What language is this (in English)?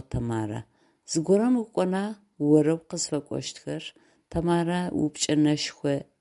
Adyghe